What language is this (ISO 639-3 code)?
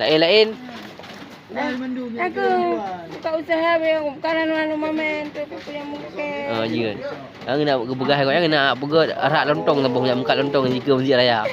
ace